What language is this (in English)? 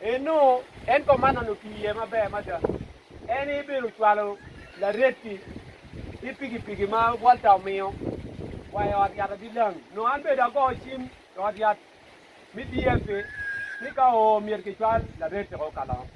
Acoli